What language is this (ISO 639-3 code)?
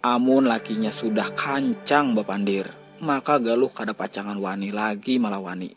bjn